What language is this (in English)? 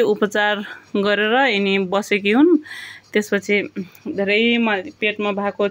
Nepali